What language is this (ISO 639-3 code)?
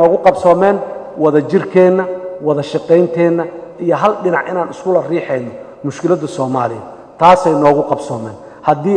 som